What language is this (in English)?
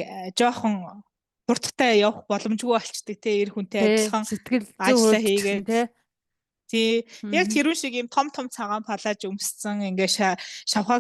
Mongolian